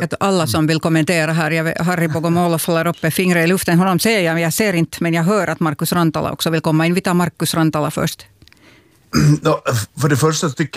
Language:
Swedish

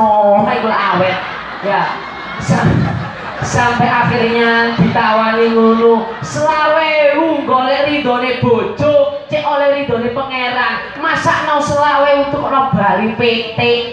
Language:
Javanese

